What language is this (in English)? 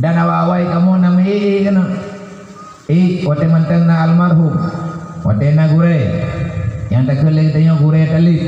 Achinese